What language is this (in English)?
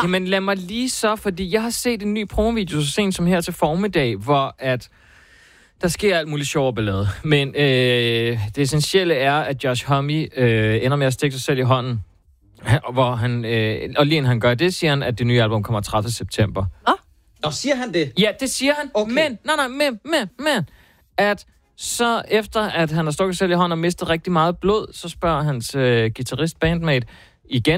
Danish